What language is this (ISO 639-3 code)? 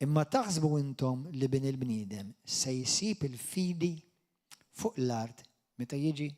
mlt